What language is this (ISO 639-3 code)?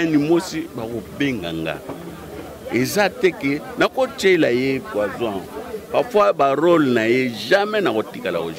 lin